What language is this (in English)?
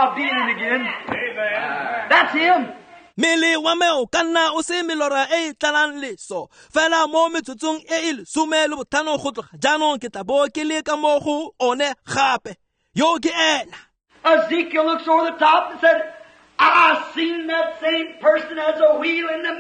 Tswana